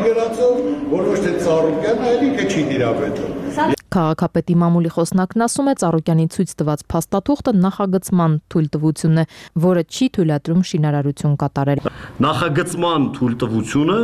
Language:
Armenian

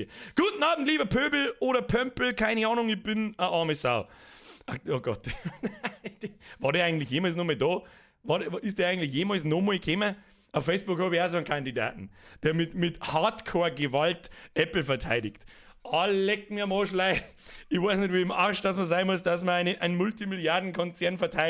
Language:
Bavarian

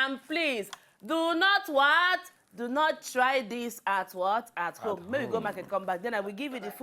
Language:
Nigerian Pidgin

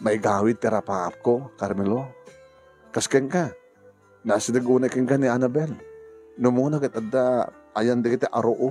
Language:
Iloko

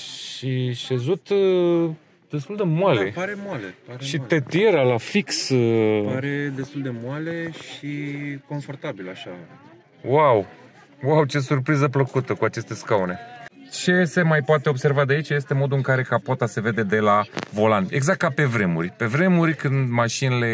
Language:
Romanian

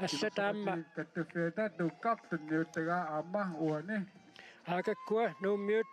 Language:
Kalaallisut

